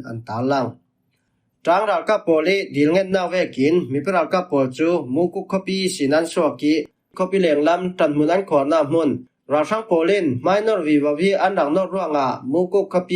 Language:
Falam Chin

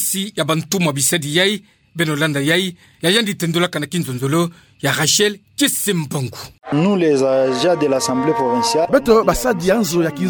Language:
Kituba (Democratic Republic of Congo)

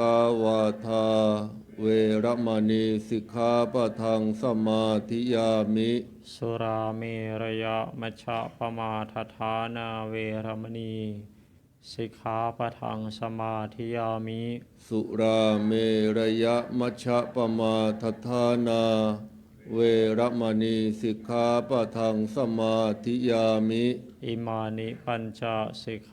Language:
Pali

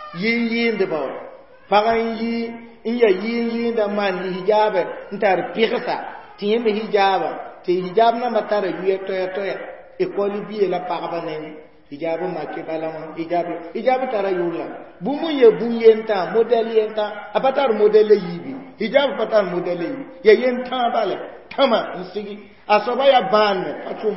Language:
Mossi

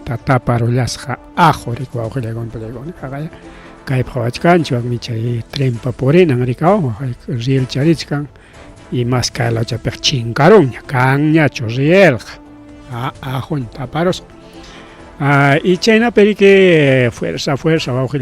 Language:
Ayacucho Quechua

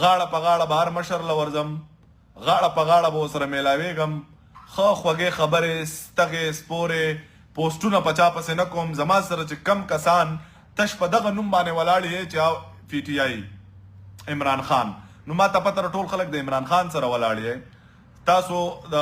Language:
Pashto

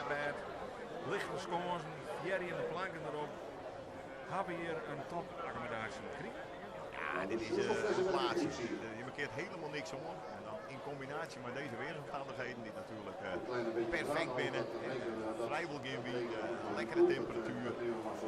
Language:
Western Frisian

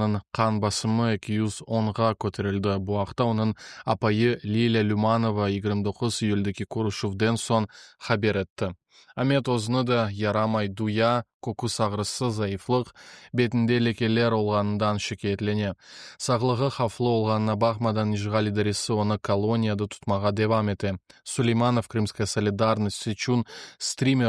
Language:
Crimean Tatar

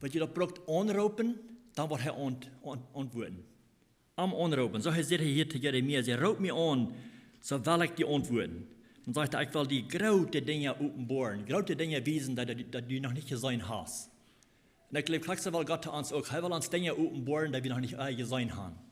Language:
Plautdietsch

